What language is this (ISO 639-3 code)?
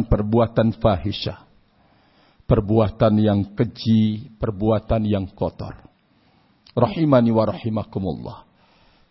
ind